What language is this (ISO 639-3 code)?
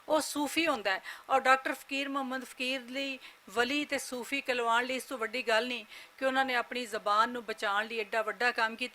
lah